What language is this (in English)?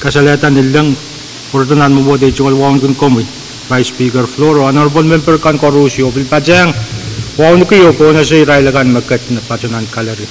Pohnpeian